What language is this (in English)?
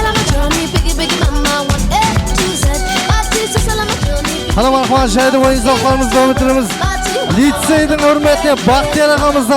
Kara-Kalpak